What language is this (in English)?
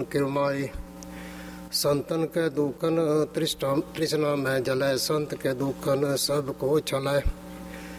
Punjabi